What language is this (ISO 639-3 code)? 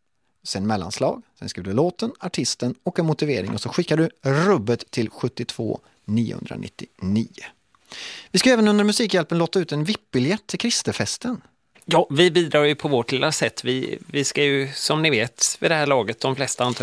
swe